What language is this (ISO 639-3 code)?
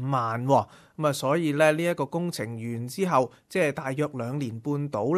yue